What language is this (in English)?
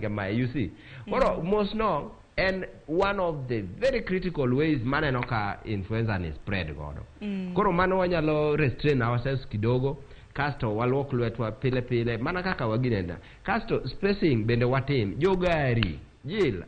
Luo (Kenya and Tanzania)